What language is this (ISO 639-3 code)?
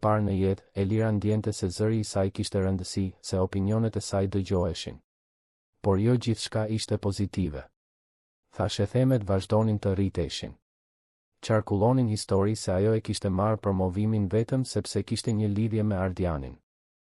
sqi